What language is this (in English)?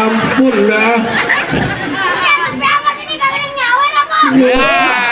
Betawi